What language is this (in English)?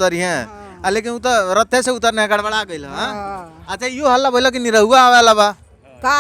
Bhojpuri